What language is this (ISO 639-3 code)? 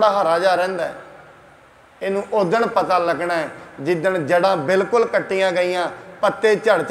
pan